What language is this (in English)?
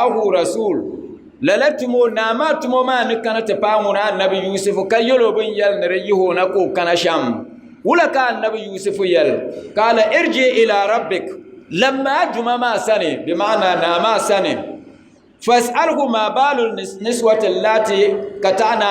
Dagbani